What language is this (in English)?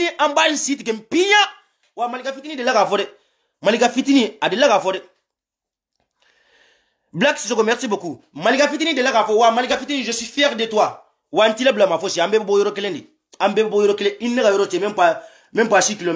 Bambara